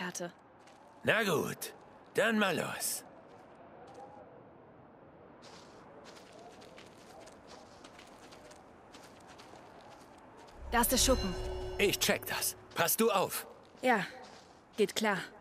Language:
German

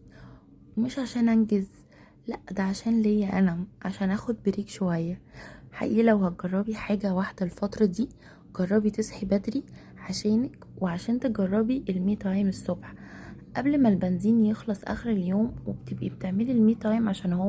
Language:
Egyptian Arabic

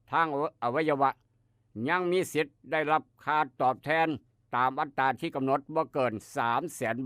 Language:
Northeastern Thai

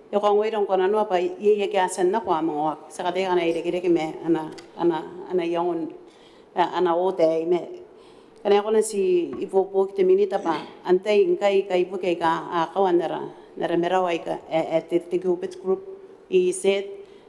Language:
Gilbertese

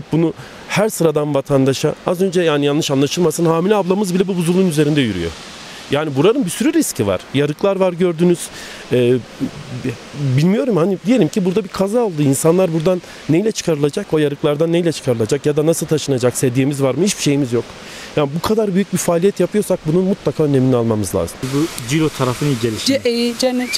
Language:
Turkish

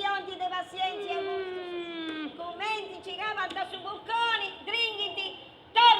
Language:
Sardinian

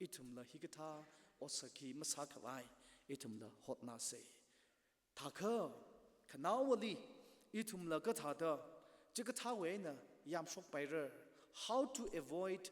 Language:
Tangkhul Naga (India)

